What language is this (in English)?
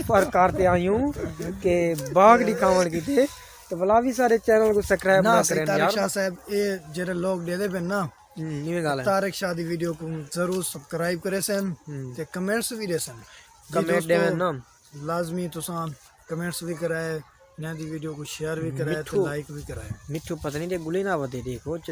Saraiki